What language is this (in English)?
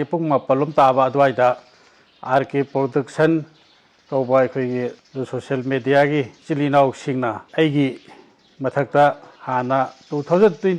Manipuri